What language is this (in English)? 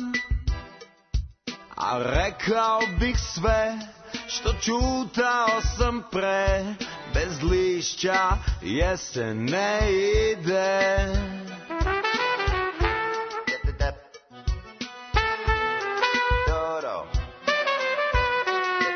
Serbian